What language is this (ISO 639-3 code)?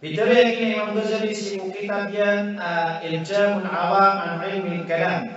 mrw